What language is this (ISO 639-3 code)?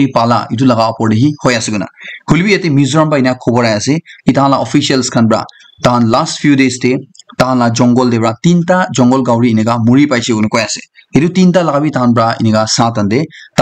nag